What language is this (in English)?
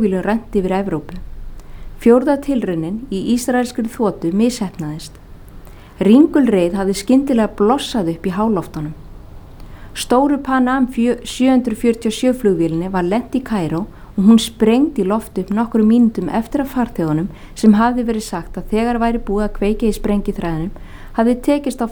Icelandic